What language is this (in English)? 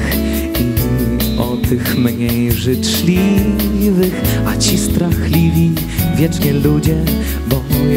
Polish